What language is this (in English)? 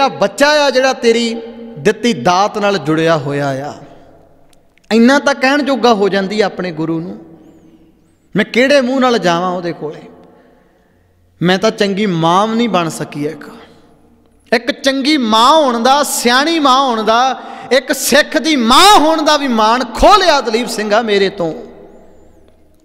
Punjabi